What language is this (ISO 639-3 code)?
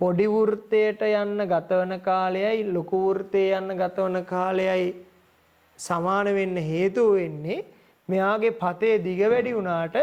sin